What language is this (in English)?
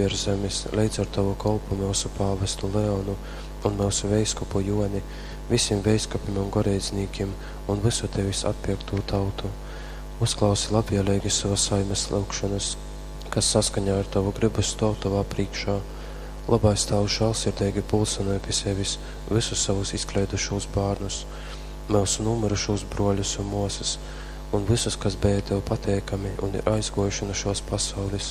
Latgalian